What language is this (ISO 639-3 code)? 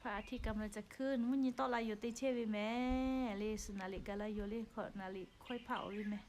lhu